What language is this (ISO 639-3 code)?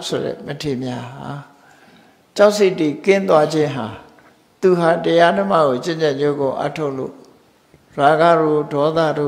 mya